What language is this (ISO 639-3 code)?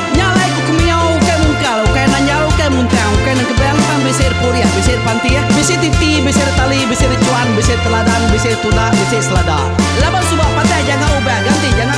iba